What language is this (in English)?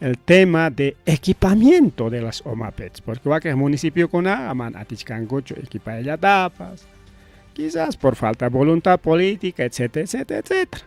Ayacucho Quechua